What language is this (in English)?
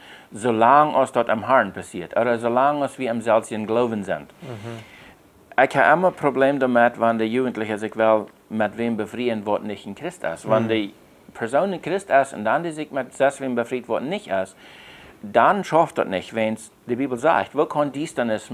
Plautdietsch